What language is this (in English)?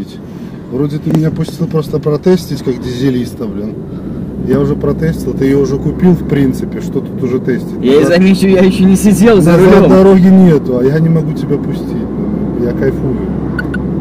Russian